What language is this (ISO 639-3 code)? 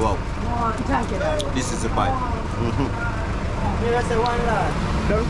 jam